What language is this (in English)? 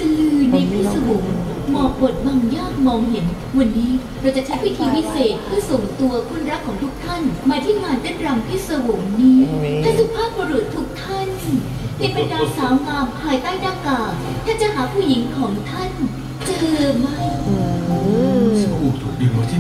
Thai